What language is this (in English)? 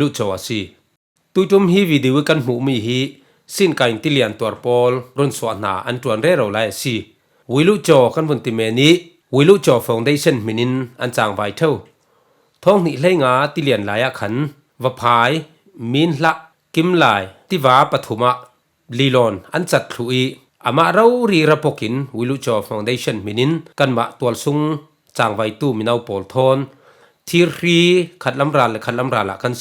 Falam Chin